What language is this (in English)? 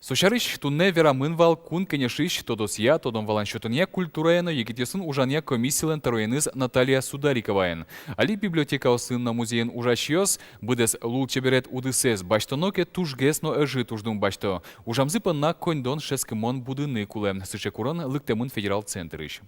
Udmurt